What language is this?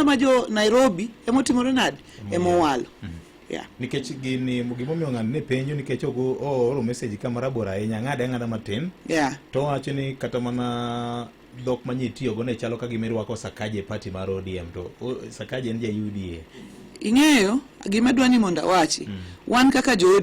Luo (Kenya and Tanzania)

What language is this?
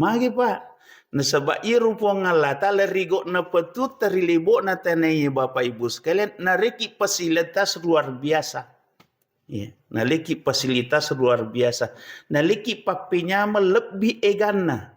Buginese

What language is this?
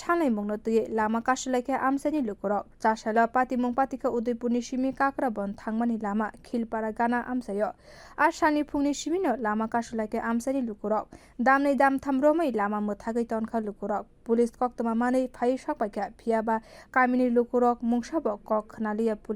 Kok Borok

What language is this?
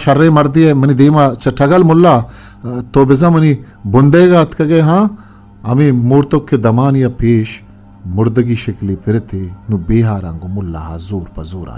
Eastern Balochi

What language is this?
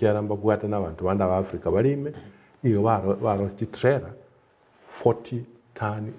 Gusii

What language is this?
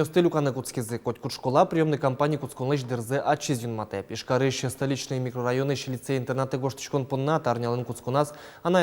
Udmurt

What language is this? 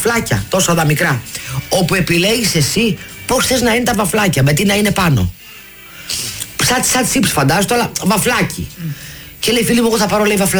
Greek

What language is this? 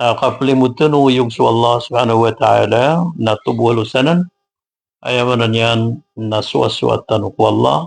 Maranao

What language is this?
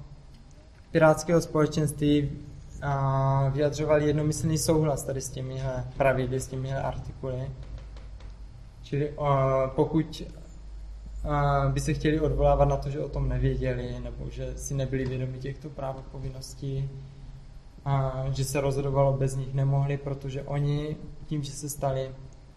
Czech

